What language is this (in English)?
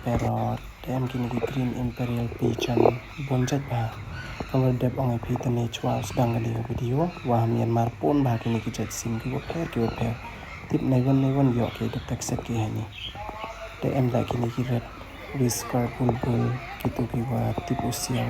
Pnar